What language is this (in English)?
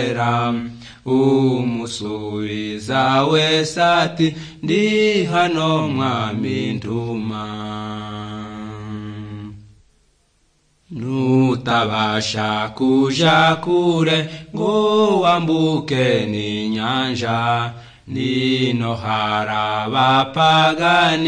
Kinyarwanda